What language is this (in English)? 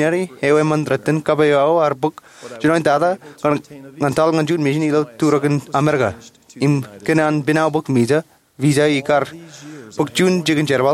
Marshallese